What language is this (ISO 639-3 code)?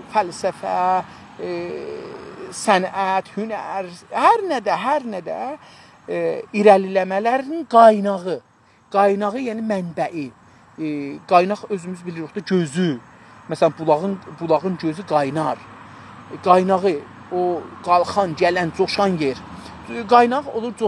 azb